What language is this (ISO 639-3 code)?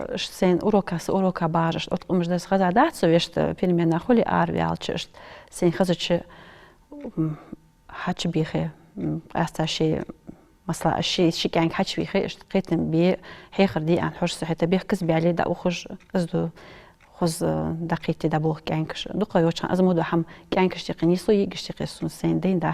inh